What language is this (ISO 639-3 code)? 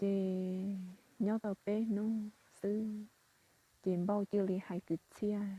hmn